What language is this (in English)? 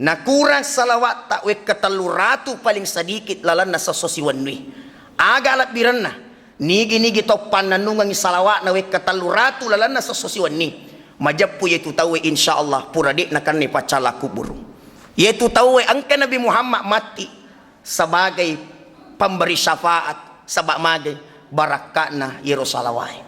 Buginese